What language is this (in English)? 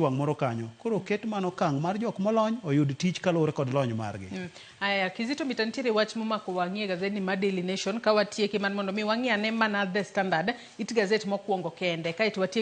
Luo (Kenya and Tanzania)